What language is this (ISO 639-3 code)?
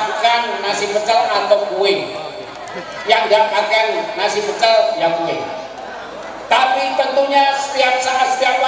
ind